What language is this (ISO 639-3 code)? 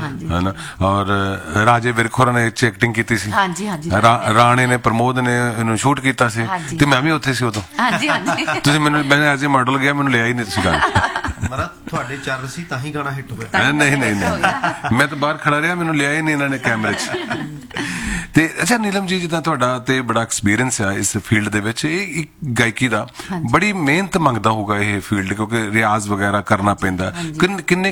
pan